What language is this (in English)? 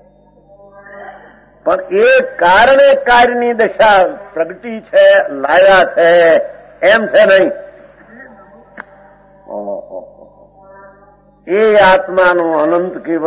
Gujarati